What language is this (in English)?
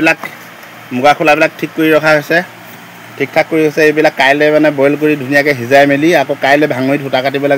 Assamese